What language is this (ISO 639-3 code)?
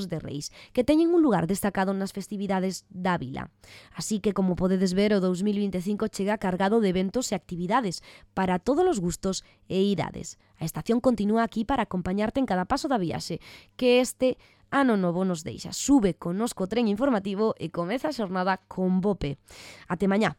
glg